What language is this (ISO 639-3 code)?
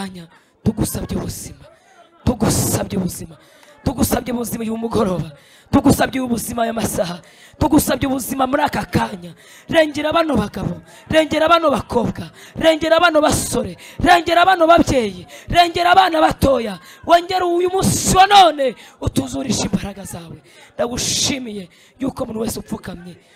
kin